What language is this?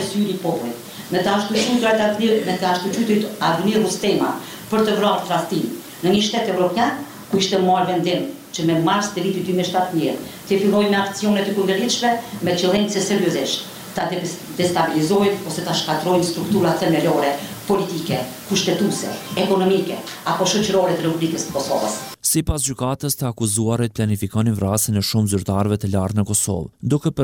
Albanian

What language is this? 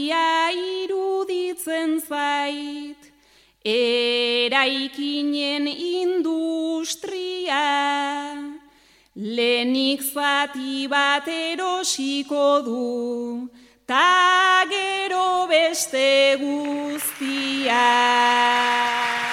Basque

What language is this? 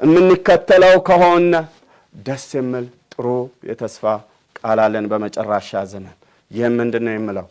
Amharic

